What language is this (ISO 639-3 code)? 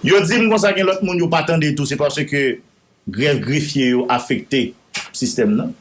hat